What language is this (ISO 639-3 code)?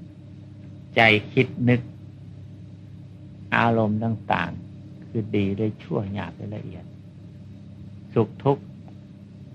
tha